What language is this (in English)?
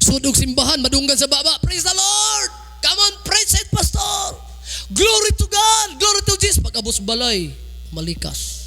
Cebuano